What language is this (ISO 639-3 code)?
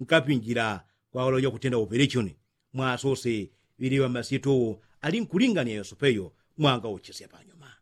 yao